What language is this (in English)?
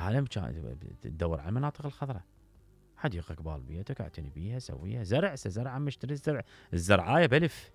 Mesopotamian Arabic